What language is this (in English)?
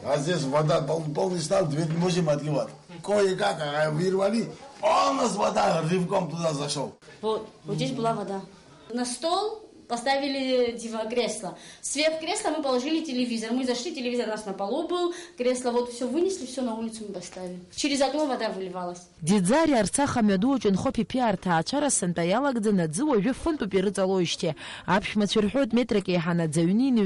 Abkhazian